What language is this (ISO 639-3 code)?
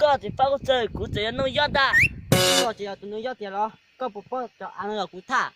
hmn